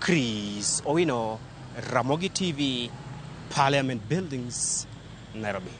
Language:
Luo (Kenya and Tanzania)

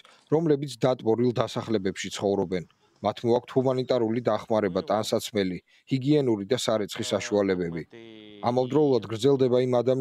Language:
Georgian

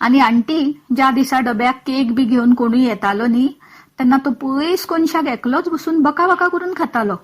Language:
Konkani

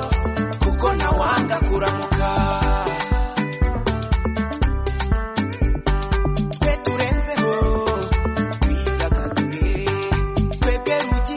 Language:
Kinyarwanda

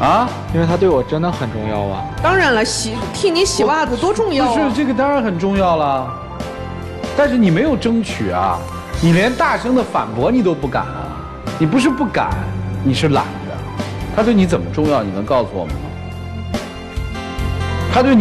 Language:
Chinese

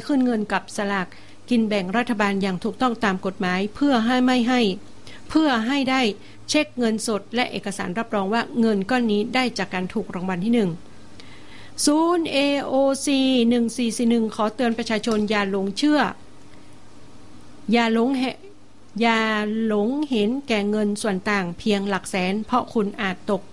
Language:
Thai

